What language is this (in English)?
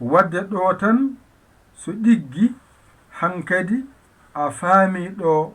Fula